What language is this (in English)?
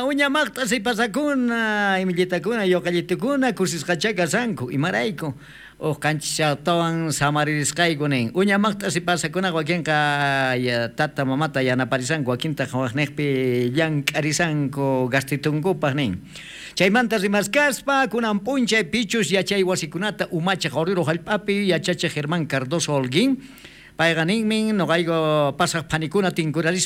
South Bolivian Quechua